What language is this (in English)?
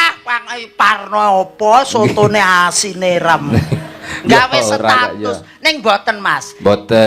Javanese